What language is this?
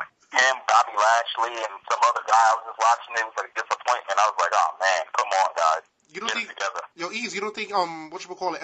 English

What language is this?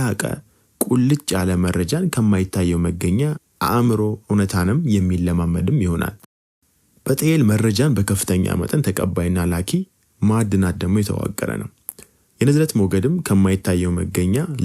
Amharic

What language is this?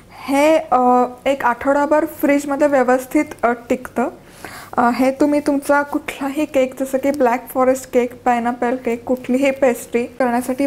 Marathi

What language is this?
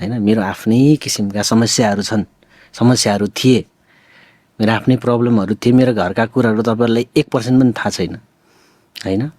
Nepali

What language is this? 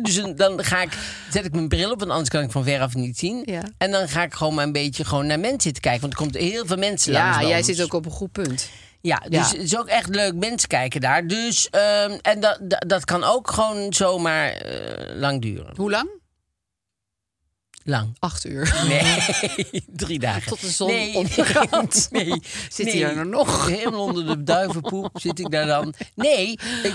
Dutch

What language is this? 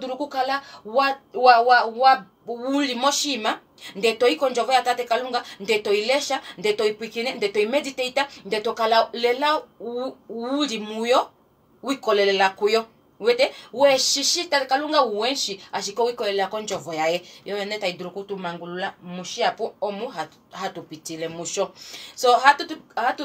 Kuanyama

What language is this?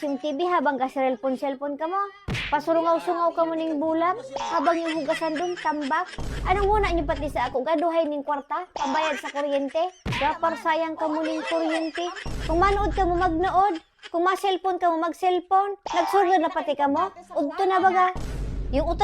Bikol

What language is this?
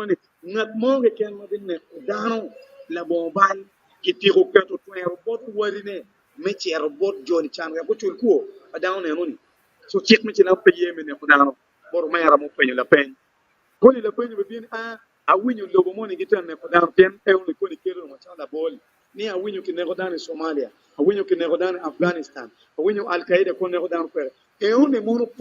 Acoli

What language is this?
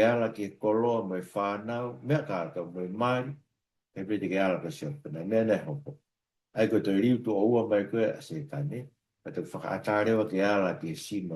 Tongan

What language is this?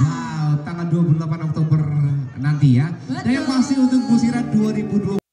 Musi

